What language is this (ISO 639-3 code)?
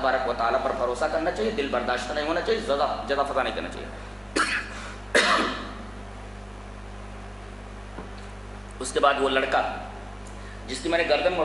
urd